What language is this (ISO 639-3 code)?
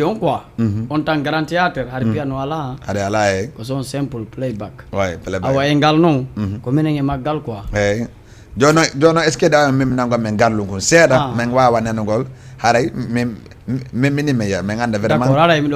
ful